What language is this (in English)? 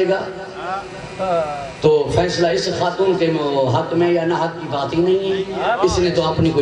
Urdu